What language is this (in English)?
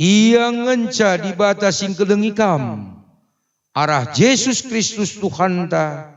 Batak Karo